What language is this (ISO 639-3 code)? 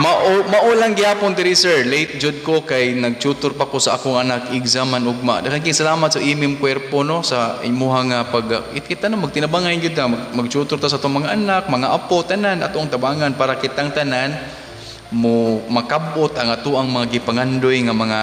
ceb